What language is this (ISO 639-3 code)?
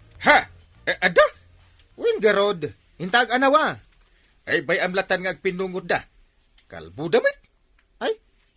ilo